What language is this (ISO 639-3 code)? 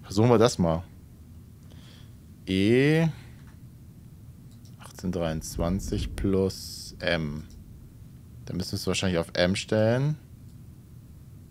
deu